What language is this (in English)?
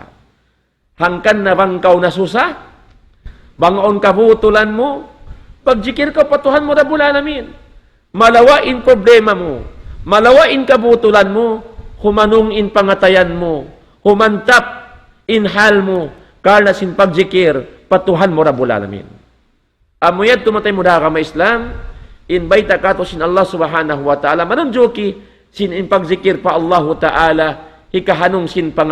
Tausug